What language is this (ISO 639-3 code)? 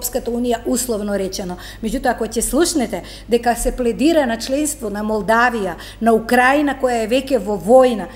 mkd